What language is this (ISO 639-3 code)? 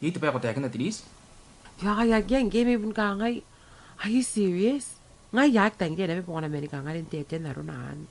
gil